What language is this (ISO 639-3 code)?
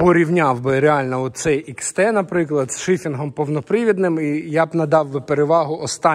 ukr